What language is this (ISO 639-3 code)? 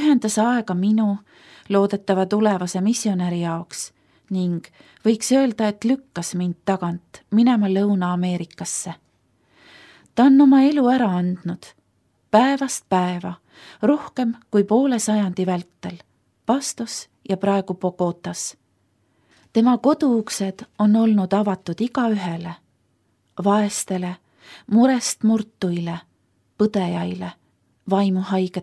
est